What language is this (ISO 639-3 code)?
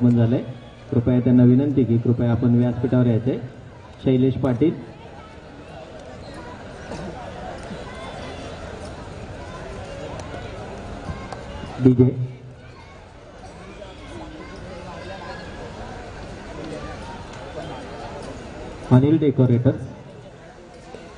mar